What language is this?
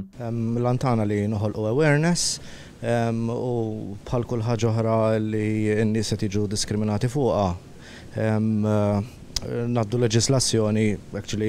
Maltese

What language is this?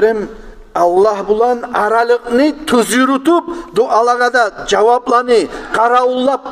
Kumyk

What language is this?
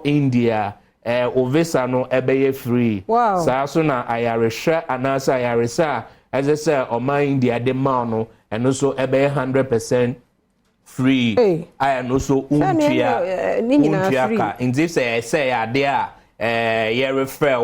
Akan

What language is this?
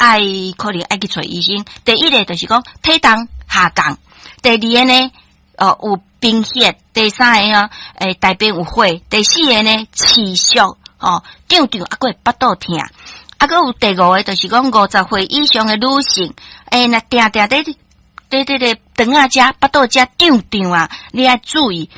Min Nan Chinese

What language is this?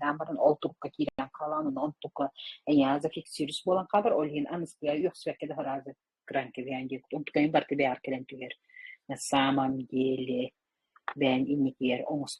Yakut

